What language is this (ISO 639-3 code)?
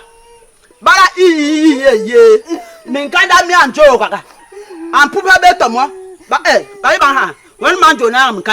bas